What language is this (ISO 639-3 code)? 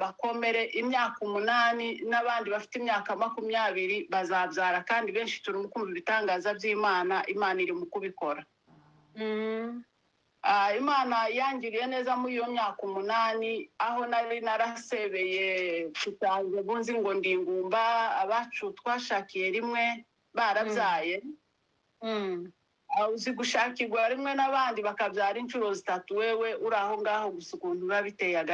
kin